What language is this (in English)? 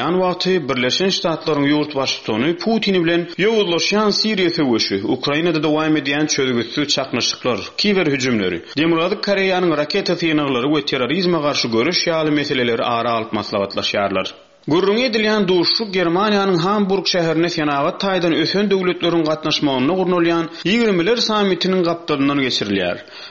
Turkmen